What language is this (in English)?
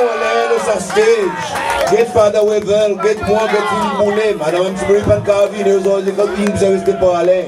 Seselwa Creole French